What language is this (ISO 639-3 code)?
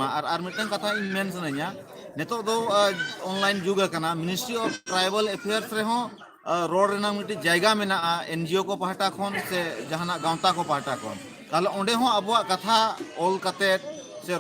sat